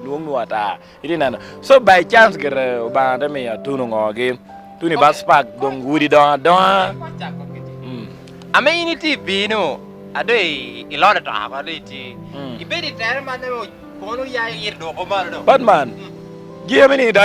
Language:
Lango (Uganda)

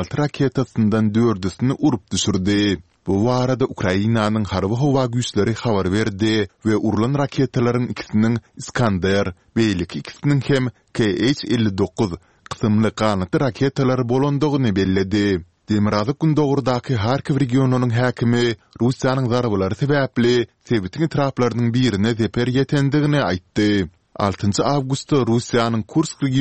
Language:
Kyrgyz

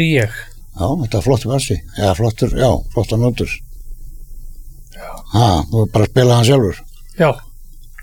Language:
Icelandic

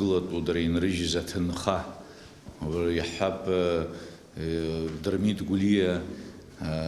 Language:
Abkhazian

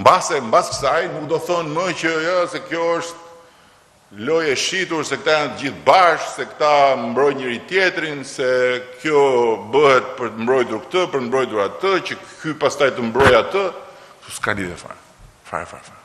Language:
Albanian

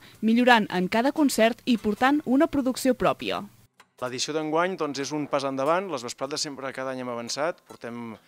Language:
Catalan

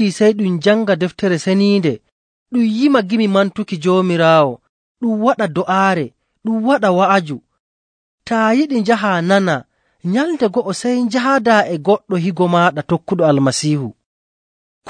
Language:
Nigerian Fulfulde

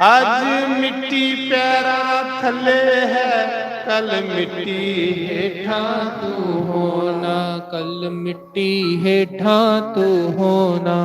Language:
Dogri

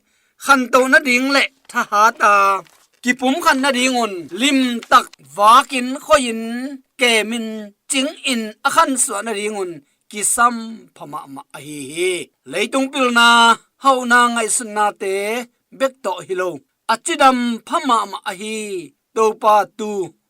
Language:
Tedim Chin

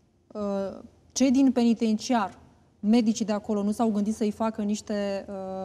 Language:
Romanian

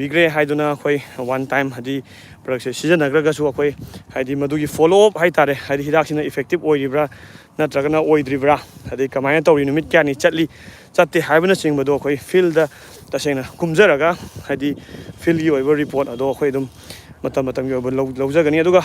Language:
Manipuri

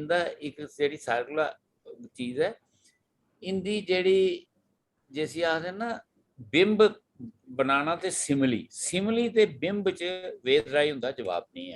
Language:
Dogri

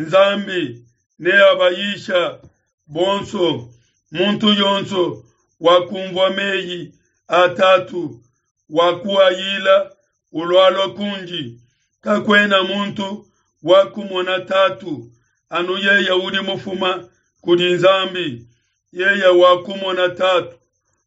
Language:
Luba-Lulua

